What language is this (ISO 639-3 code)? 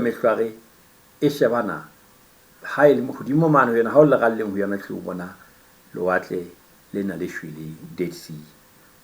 sot